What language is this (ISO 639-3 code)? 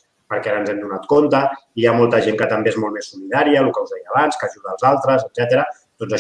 cat